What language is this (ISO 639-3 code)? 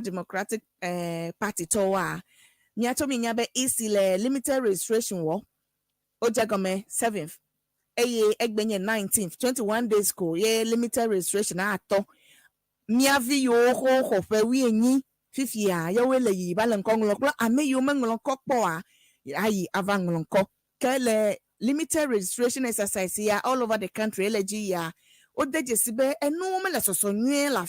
ewe